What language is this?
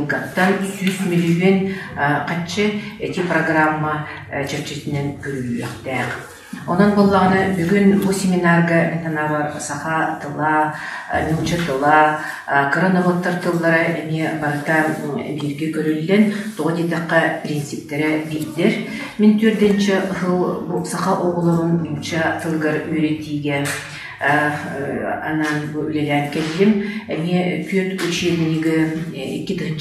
Yakut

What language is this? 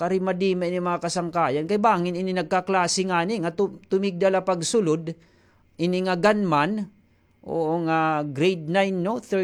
Waray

